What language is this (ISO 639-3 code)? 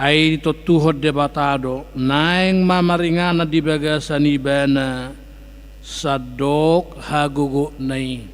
bbc